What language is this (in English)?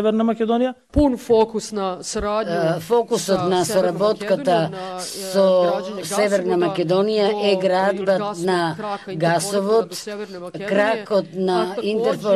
Macedonian